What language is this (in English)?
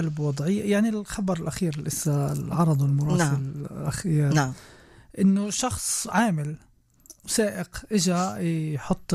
North Levantine Arabic